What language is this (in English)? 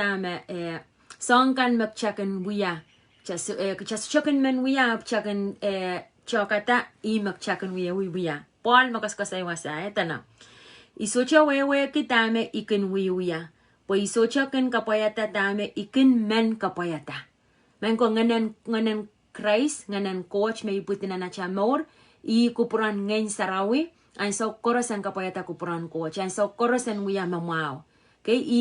Pohnpeian